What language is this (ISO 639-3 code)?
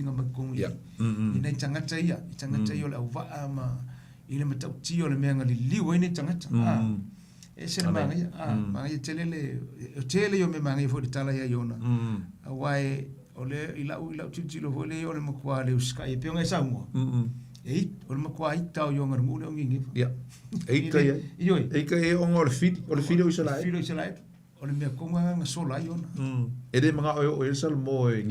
smo